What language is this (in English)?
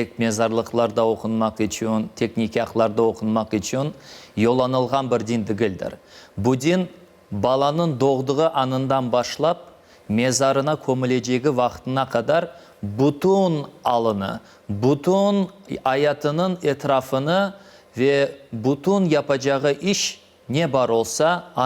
Crimean Tatar